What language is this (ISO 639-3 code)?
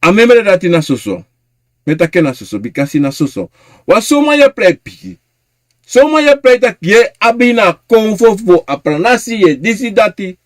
srn